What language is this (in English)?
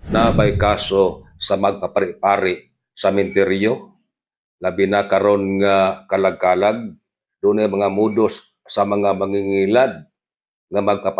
Cebuano